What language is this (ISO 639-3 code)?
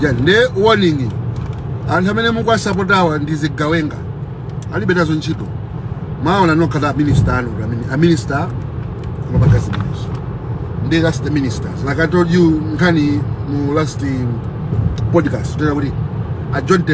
nya